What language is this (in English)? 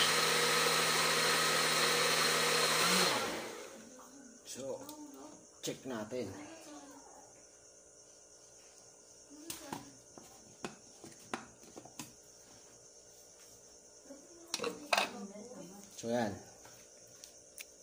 Filipino